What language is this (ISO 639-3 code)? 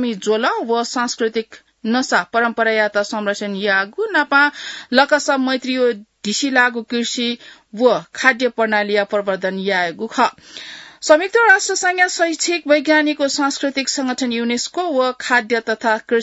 new